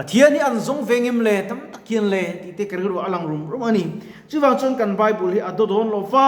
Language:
Mizo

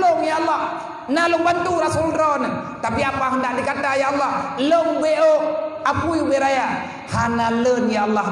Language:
Achinese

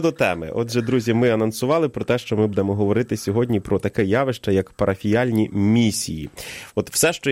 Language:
Ukrainian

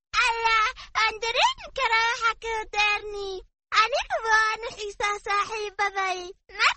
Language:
Somali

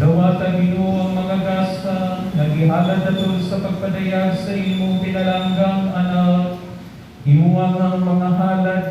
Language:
Cebuano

